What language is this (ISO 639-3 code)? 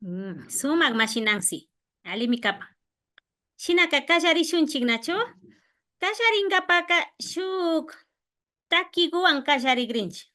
qvi